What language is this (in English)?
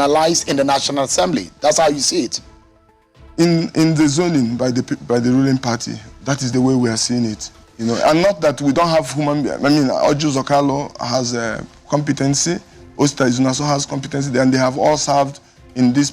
Nigerian Pidgin